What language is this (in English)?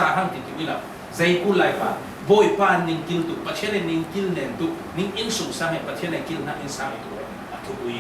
Falam Chin